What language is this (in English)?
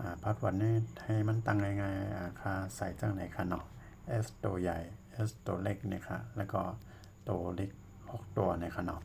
Shan